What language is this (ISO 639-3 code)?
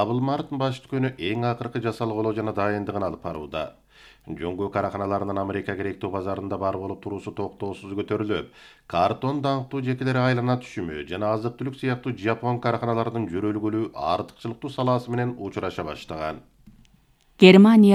kir